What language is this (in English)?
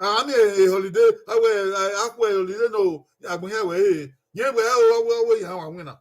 Bini